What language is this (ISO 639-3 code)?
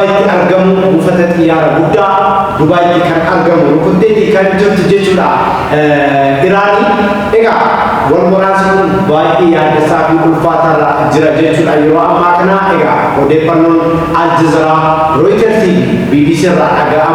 orm